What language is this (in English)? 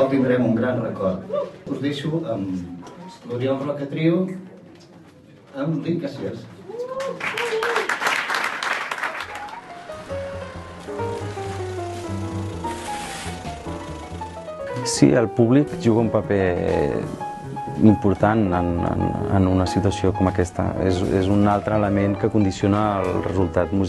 Catalan